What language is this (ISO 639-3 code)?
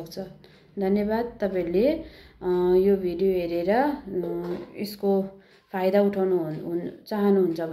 nep